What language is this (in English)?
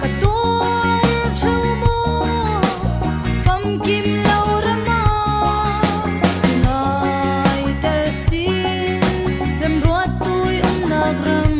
Falam Chin